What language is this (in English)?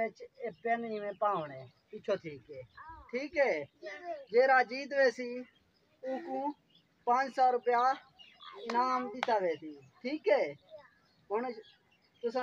Saraiki